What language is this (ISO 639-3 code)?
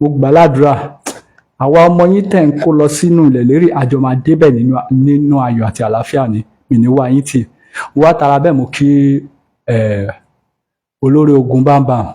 yor